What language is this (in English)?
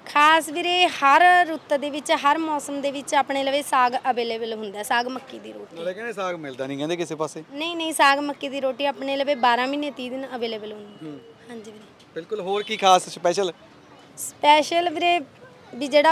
Punjabi